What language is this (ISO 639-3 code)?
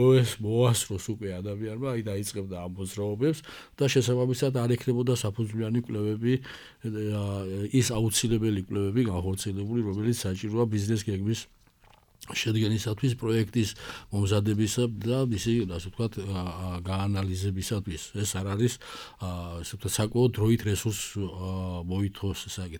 kat